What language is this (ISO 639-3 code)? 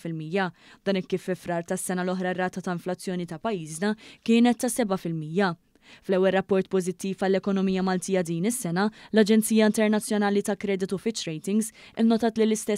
mlt